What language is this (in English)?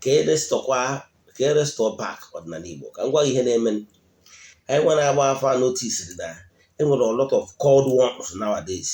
Igbo